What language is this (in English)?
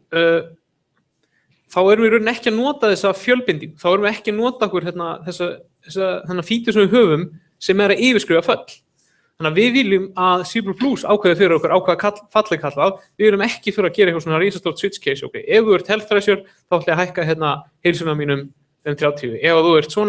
Icelandic